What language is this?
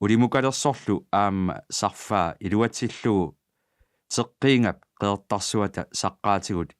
Kalaallisut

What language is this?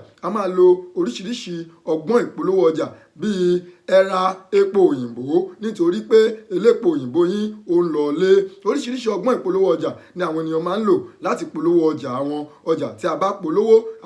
Yoruba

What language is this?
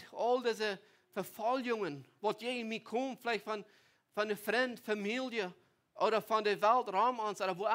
Plautdietsch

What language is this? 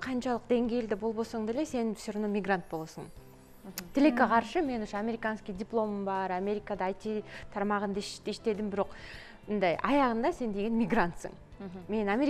Kyrgyz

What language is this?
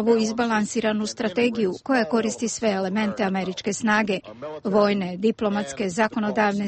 Serbian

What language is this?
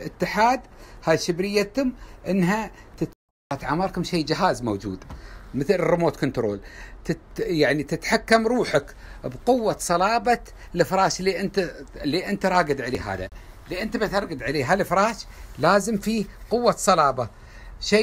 Gulf Arabic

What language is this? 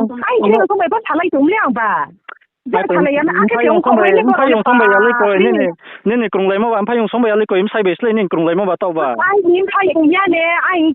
Riang (India)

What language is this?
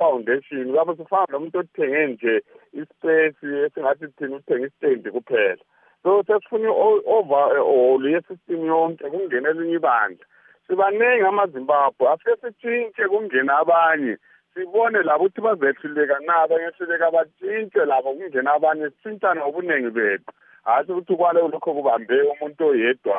North Ndebele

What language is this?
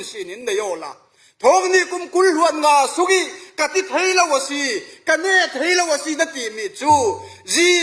Falam Chin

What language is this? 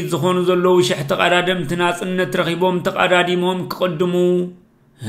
Tigrinya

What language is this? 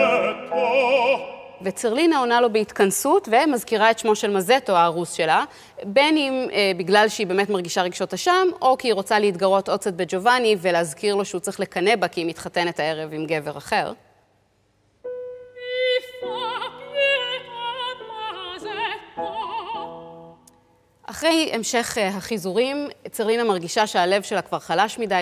Hebrew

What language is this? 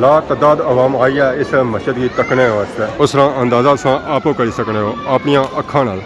Pahari-Potwari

